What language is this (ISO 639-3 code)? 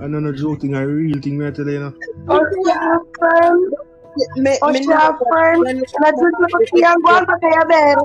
jam